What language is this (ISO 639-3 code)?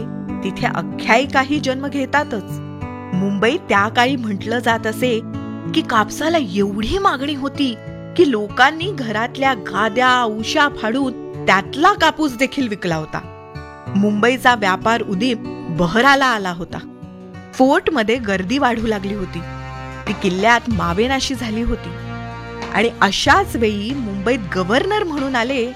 mar